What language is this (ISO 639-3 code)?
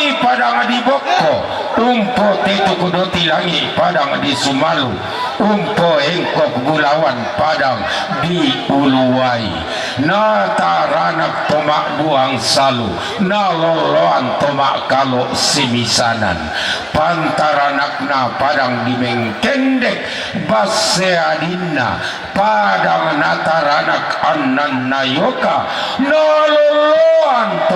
sda